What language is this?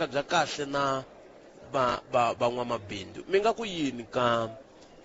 Tsonga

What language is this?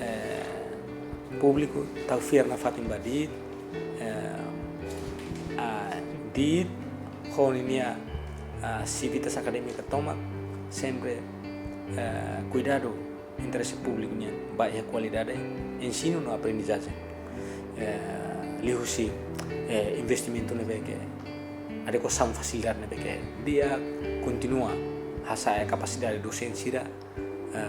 Tetum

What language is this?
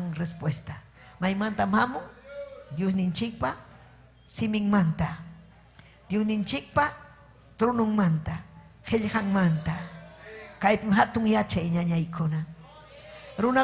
Ayacucho Quechua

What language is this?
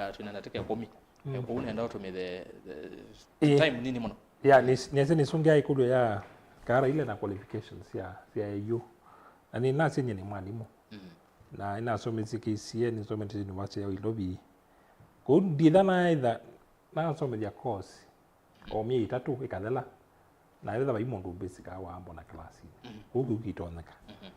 Kamba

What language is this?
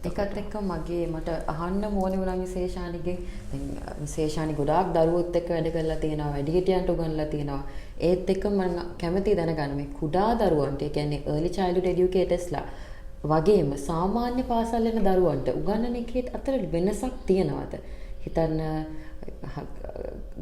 Sinhala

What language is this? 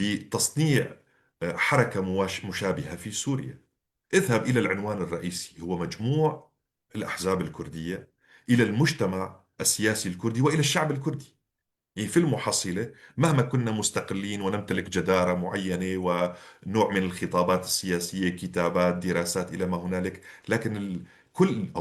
North Levantine Arabic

